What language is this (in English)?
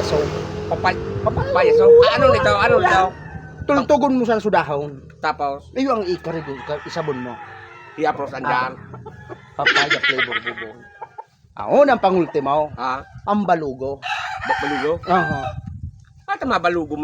Bikol